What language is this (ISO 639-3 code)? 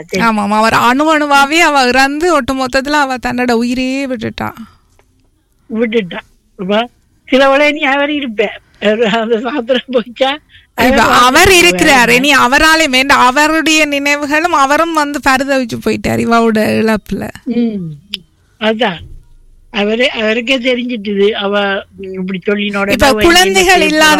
tam